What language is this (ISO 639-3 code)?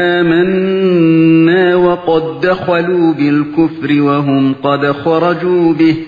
uig